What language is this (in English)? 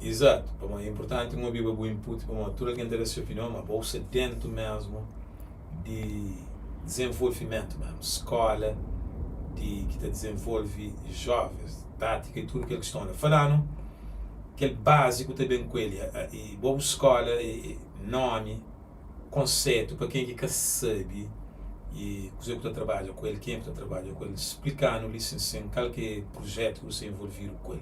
Kabuverdianu